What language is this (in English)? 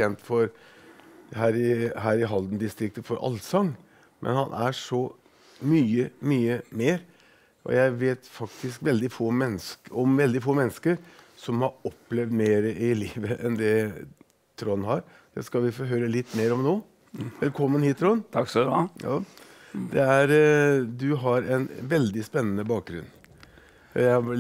Norwegian